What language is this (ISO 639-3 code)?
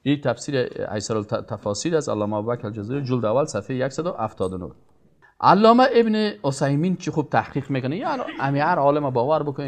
fas